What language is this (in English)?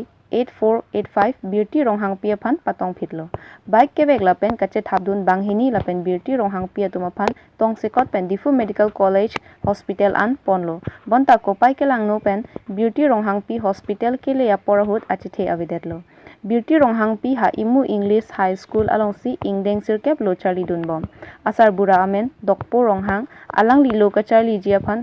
Karbi